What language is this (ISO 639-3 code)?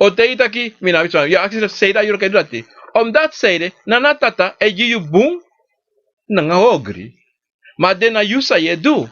srn